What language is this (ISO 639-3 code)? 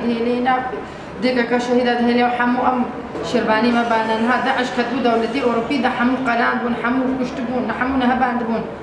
kur